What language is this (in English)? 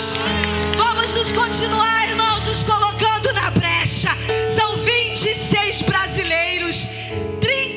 Portuguese